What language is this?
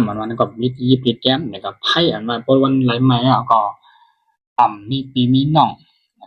Shan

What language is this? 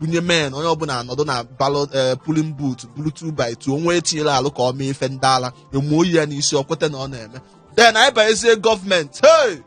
Igbo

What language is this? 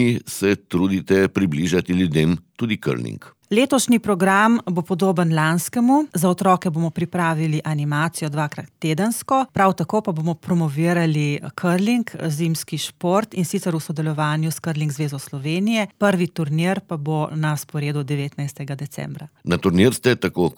Slovenian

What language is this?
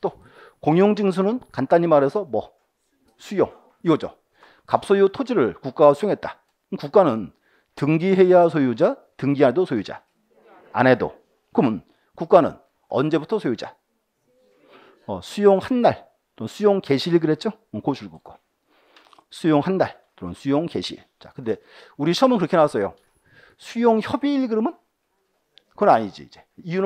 Korean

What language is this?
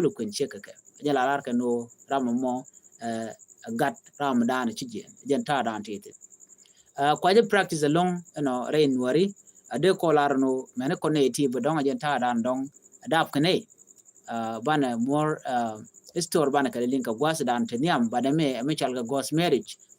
Nuer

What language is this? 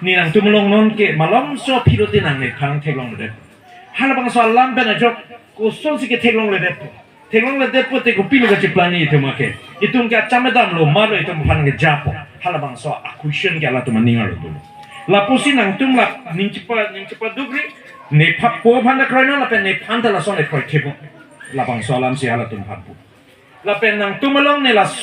Karbi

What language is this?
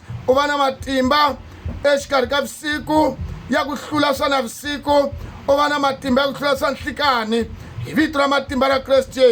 Tsonga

